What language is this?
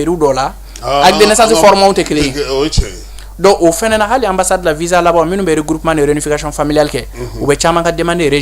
Bambara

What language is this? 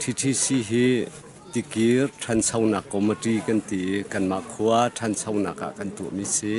Hakha Chin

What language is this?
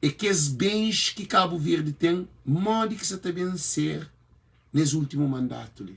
Kabuverdianu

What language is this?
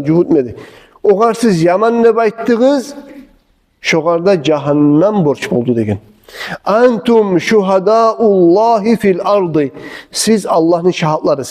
Kumyk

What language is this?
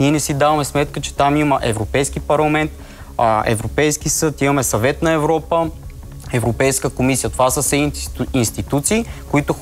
Bulgarian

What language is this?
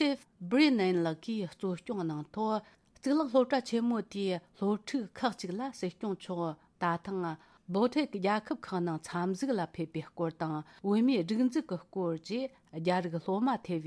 Tibetan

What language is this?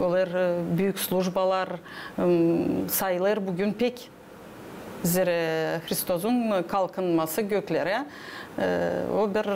Gagauz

